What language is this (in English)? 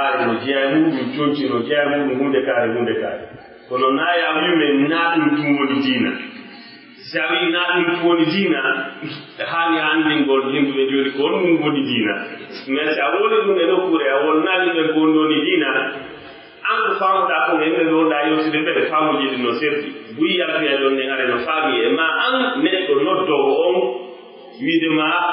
Pular